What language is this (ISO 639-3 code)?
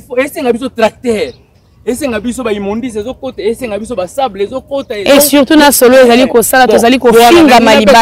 lin